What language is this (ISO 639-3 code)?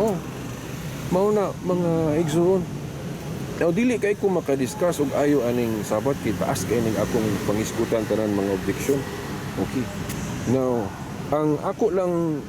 ceb